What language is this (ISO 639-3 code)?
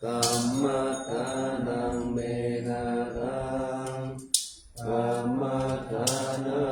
pli